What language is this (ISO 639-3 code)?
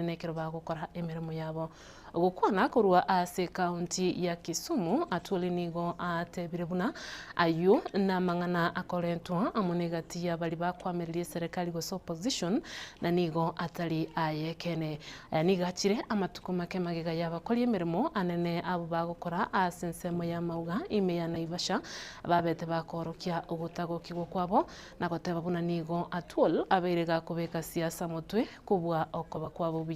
guz